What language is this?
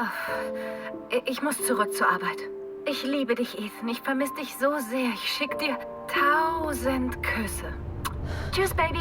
Swiss German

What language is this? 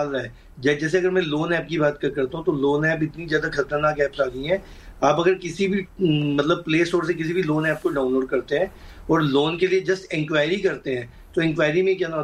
Hindi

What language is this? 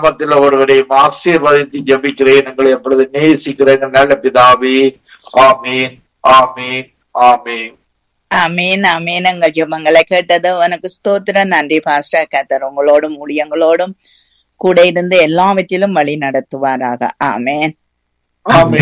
Tamil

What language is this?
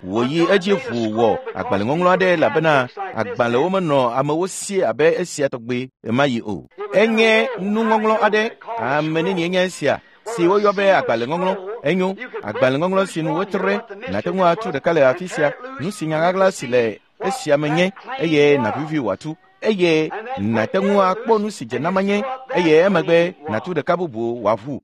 Ewe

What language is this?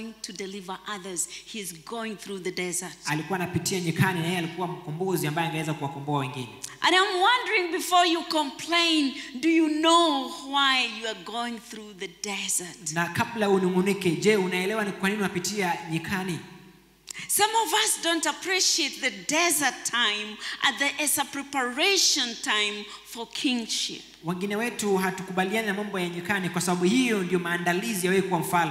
Swahili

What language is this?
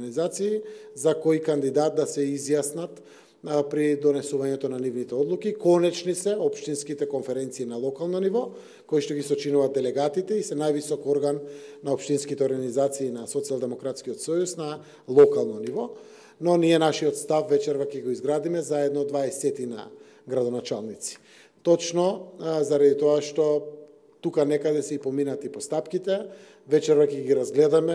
Macedonian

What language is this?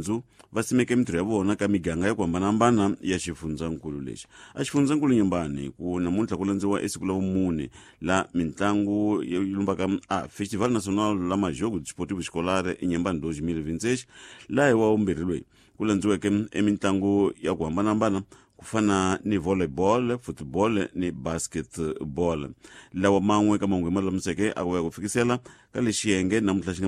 Tsonga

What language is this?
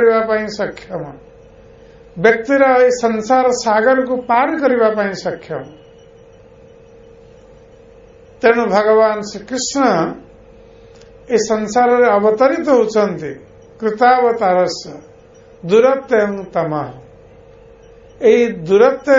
Odia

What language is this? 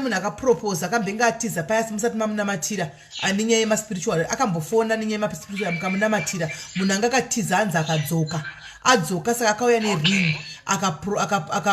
Shona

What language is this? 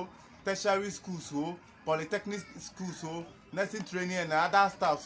Ewe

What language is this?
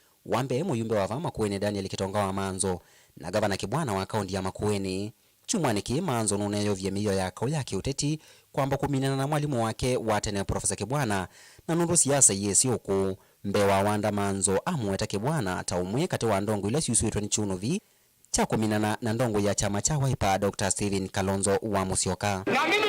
Kamba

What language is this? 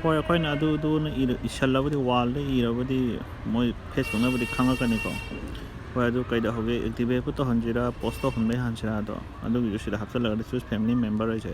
Manipuri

